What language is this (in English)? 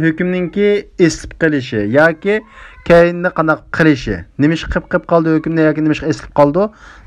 Uyghur